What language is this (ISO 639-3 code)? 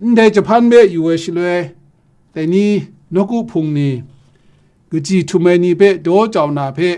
kac